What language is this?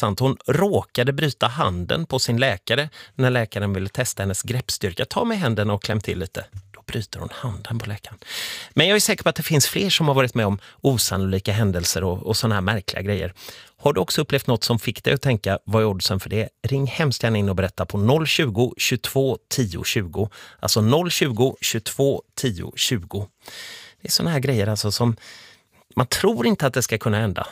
Swedish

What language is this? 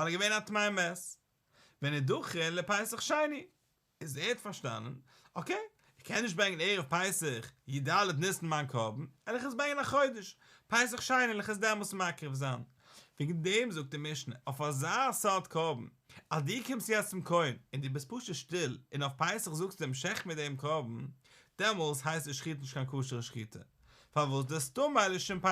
Yiddish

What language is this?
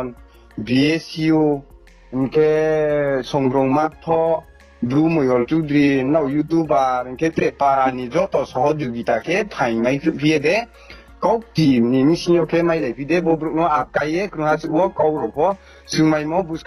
Riang (India)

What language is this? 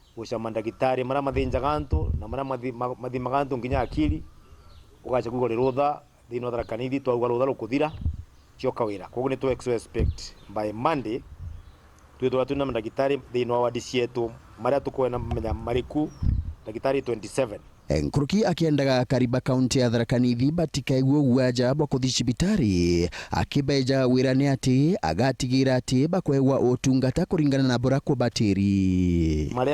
Meru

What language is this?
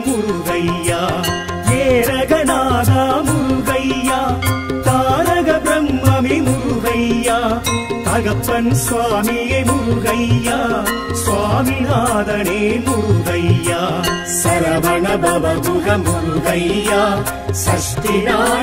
Tamil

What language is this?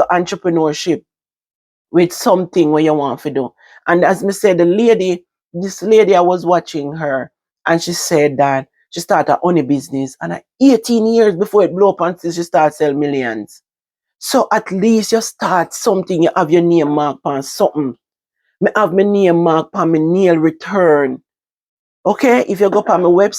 Jamaican Creole English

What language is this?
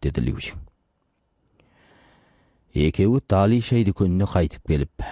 Kazakh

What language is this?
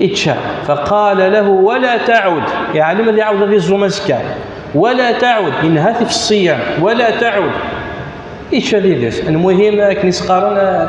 Kabyle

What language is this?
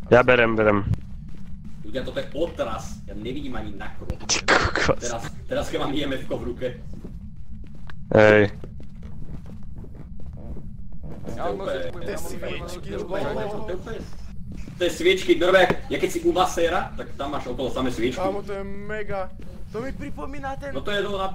Slovak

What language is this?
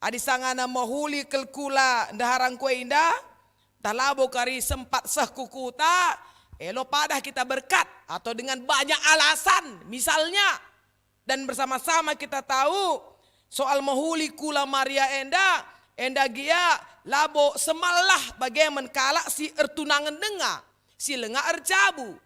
Batak Karo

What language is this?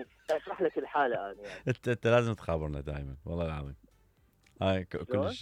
Mesopotamian Arabic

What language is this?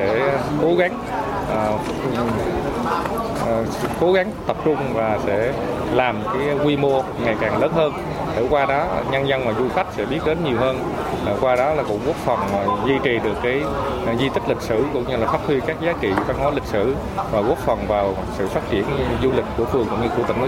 Vietnamese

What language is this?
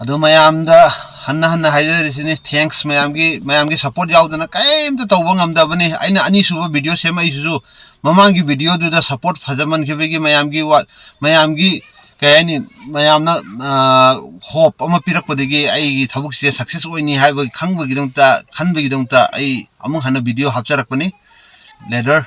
Manipuri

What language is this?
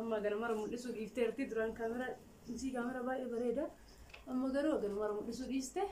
Oromo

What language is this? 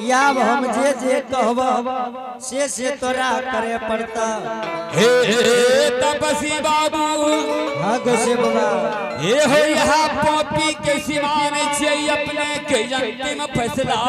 Angika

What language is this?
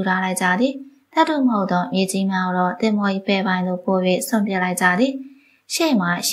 Burmese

